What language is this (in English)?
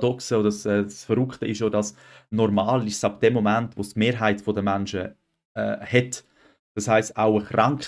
Swiss German